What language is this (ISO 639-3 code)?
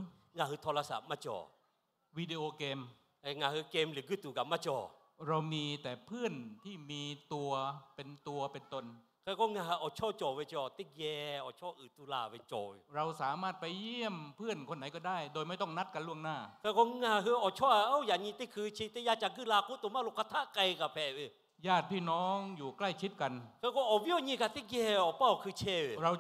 lhu